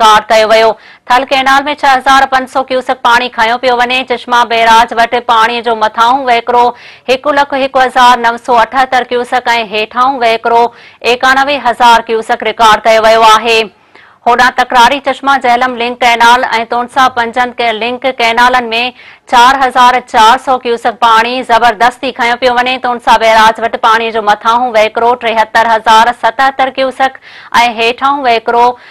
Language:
Sindhi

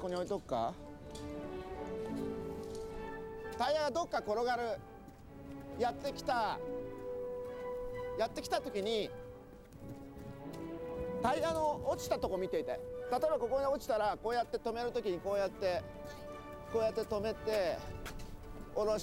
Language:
Japanese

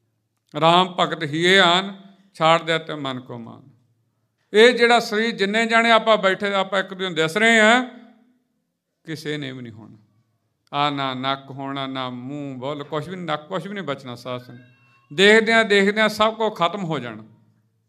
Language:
Punjabi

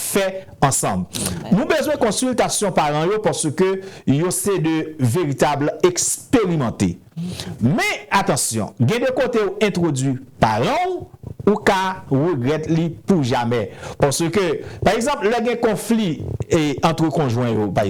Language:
Haitian Creole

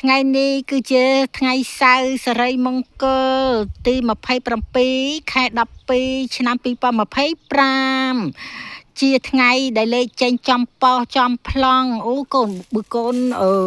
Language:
Khmer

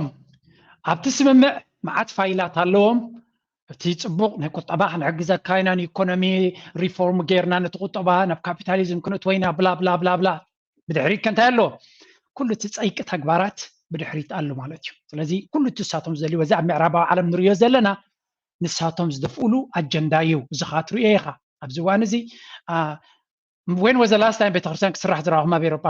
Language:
Tigrinya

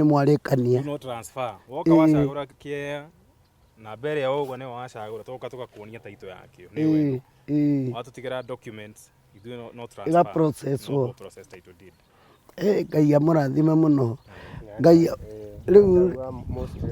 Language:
Kikuyu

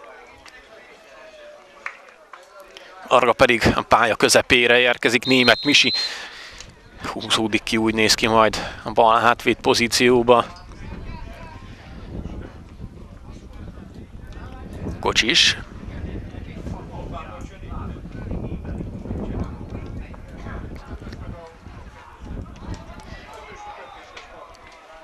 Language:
Hungarian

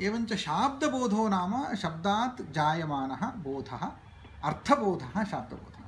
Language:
Sanskrit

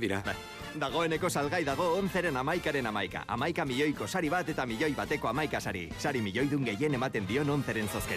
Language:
Basque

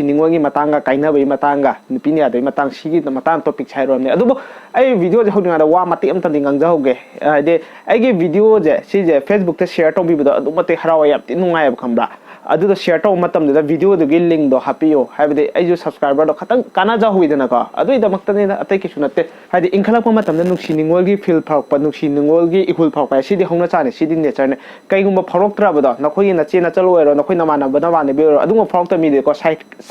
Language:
Manipuri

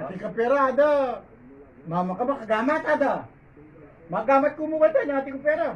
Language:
Pampanga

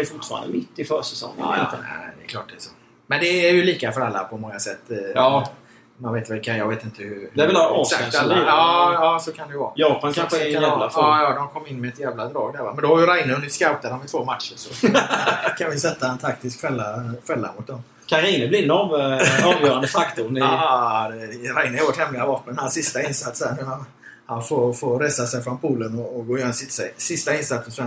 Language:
Swedish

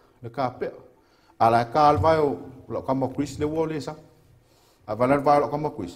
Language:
Samoan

